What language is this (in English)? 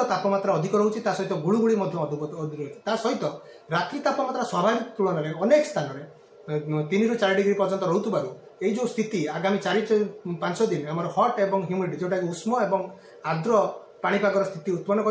Odia